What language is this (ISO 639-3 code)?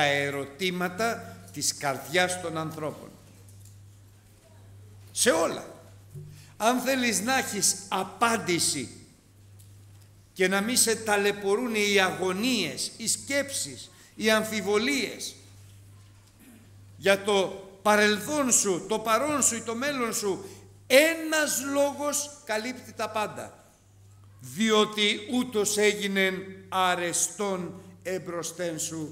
ell